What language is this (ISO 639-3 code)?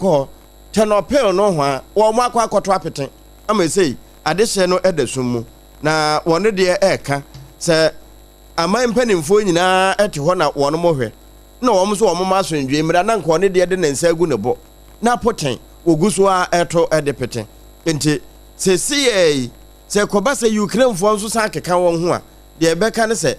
aka